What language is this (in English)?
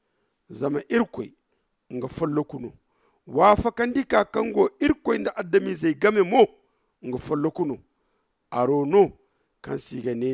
Zarma